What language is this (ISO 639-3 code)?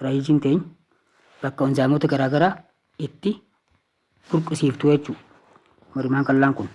orm